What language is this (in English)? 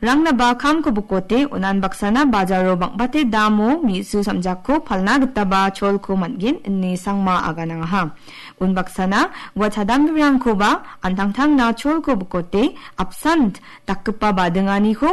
Garo